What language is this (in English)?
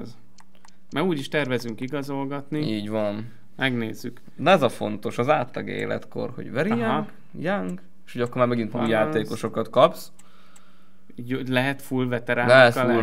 Hungarian